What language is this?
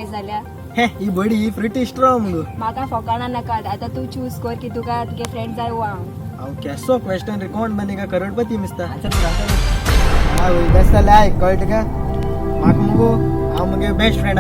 Konkani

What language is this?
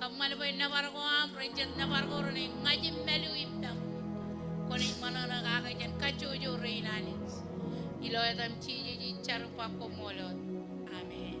Marshallese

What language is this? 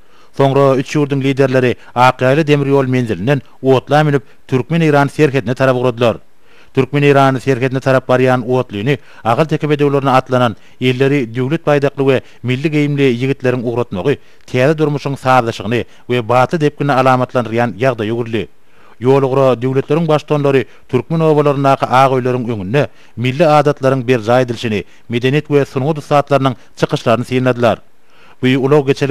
Turkmen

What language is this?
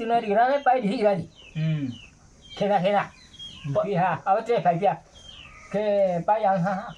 Riang (India)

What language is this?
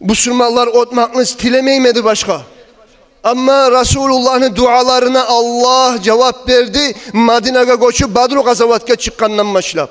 Kumyk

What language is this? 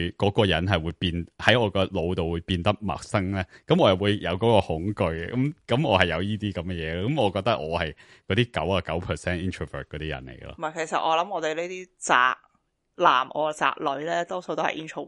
Cantonese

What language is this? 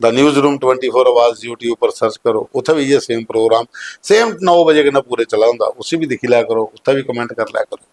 Dogri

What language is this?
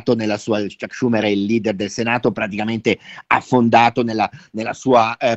Italian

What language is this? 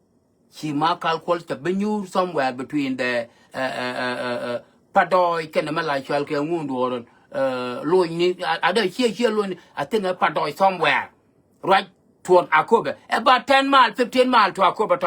Nuer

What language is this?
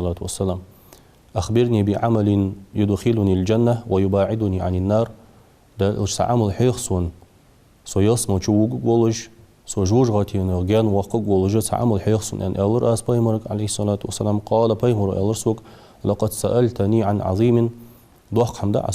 Ingush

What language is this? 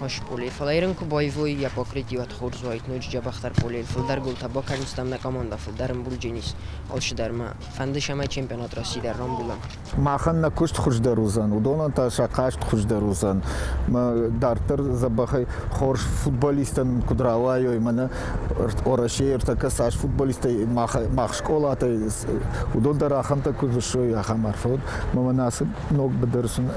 Ossetic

